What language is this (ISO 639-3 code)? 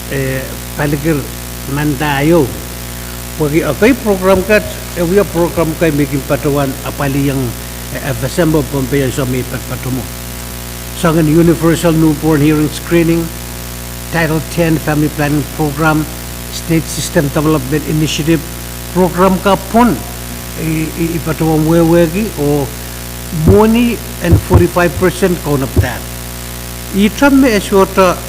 pon